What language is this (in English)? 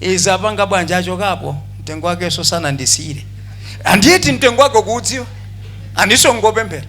Nyanja